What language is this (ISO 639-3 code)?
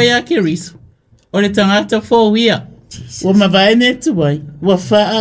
smo